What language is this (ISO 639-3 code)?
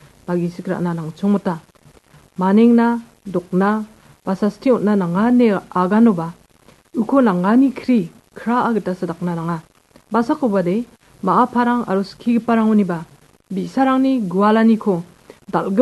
grt